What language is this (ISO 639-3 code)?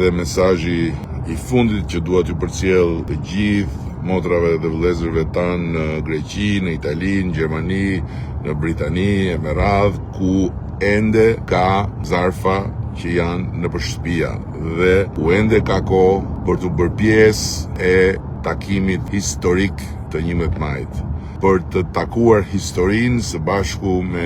sqi